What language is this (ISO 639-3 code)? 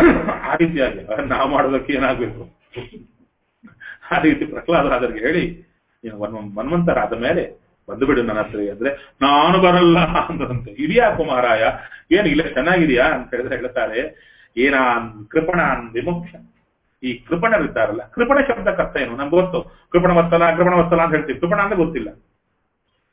kan